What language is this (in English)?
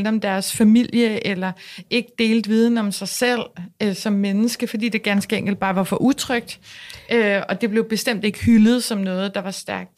Danish